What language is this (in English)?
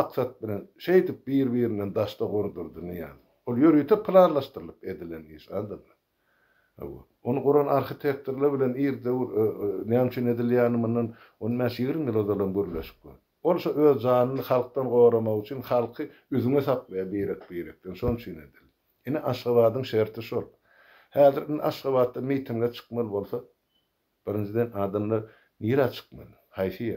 Turkmen